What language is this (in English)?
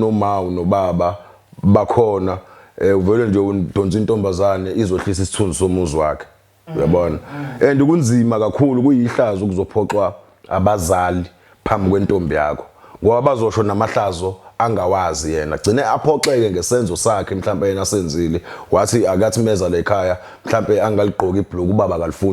Zulu